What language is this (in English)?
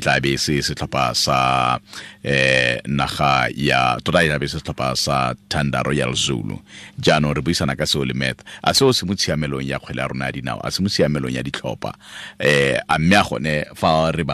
Tswana